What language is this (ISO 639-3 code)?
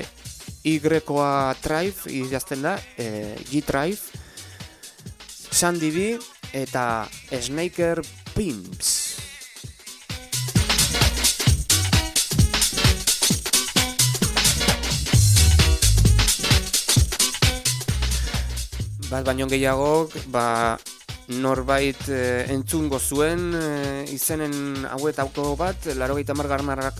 eus